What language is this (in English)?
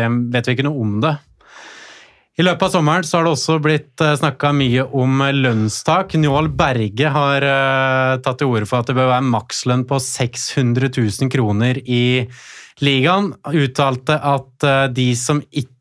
Norwegian